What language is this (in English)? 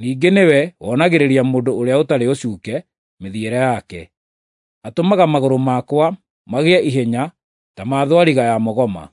Kikuyu